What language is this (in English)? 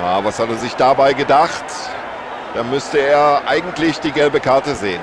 Bavarian